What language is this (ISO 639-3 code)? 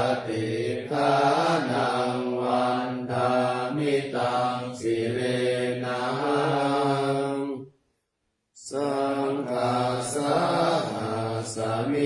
pli